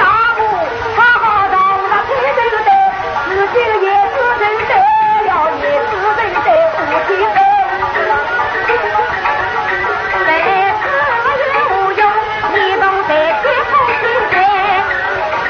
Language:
Chinese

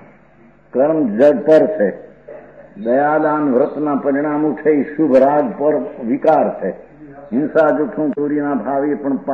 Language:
Gujarati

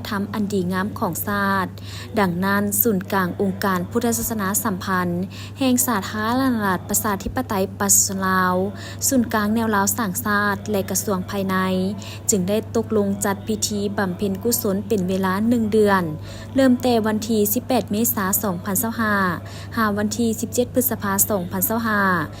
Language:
Lao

